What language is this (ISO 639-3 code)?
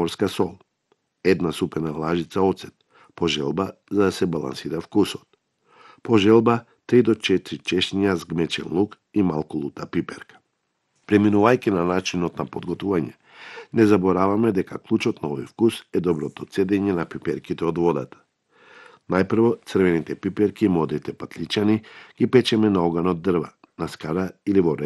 mkd